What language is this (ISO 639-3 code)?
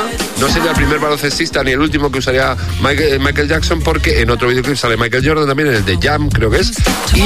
spa